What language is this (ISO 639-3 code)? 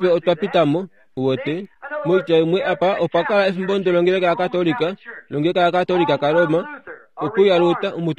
kua